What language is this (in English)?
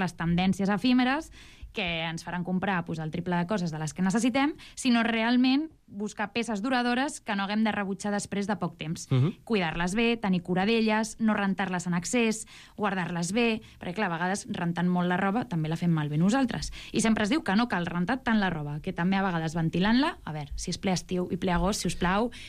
Catalan